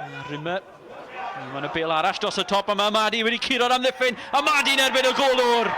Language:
Welsh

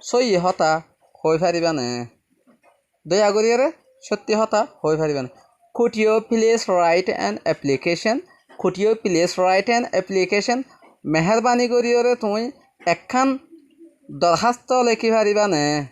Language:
Rohingya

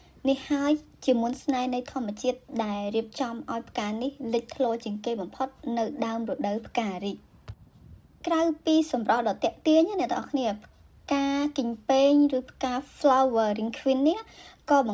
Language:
Khmer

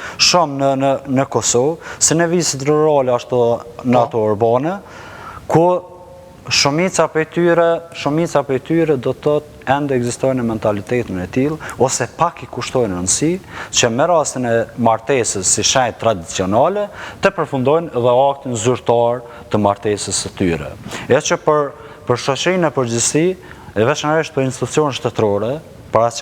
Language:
Albanian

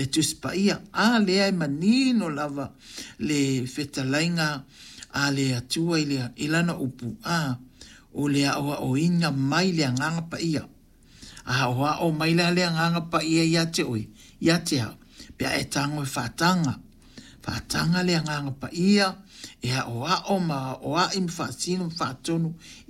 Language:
Samoan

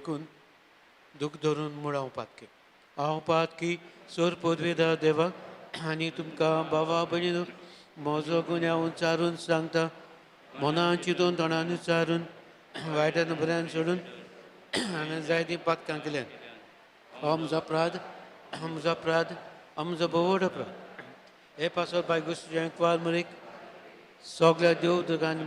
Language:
Konkani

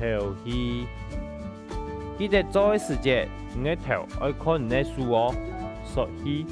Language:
Hakka Chinese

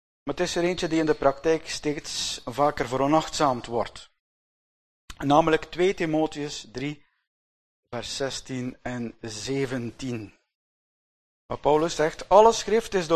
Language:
Dutch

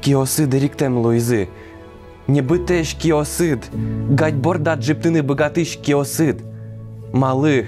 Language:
Udmurt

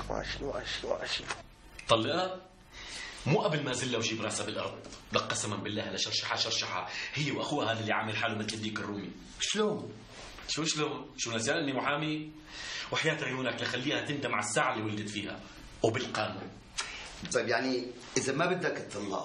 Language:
North Levantine Arabic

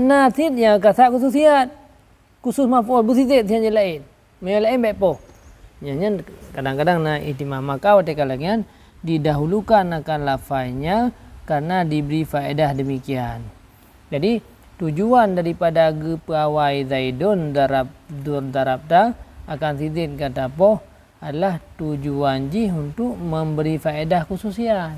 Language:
Achinese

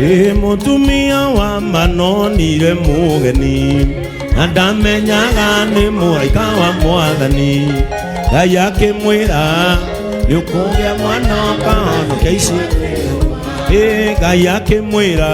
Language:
Kikuyu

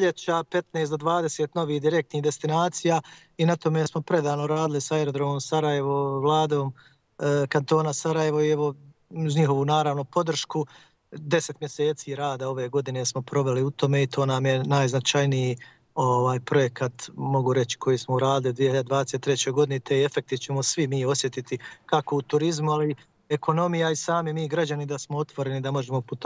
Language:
Bosnian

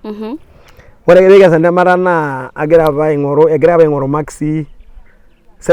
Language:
Masai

